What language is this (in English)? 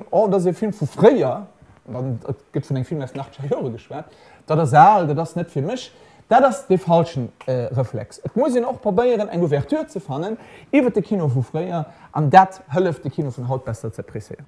Luxembourgish